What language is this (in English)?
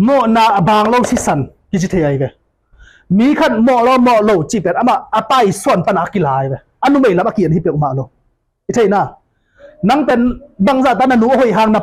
Tedim Chin